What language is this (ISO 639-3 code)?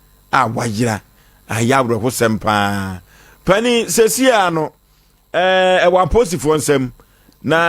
aka